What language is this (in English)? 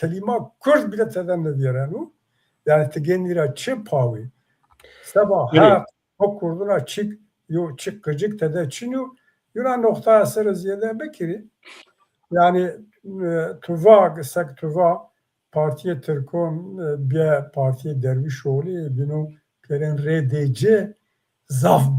Zaza